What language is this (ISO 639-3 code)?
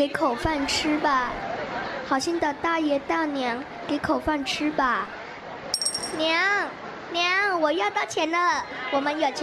zho